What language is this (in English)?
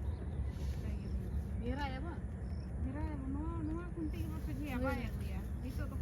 Santali